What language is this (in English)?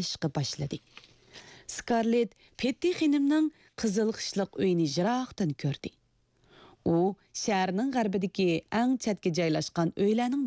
Uyghur